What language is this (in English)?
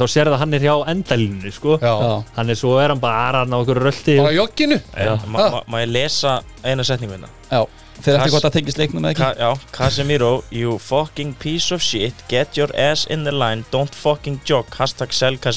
Icelandic